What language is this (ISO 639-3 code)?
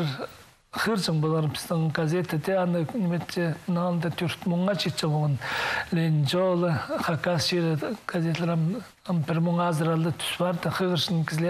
kjh